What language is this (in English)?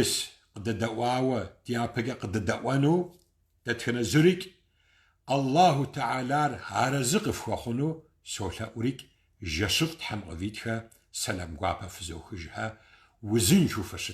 Kabardian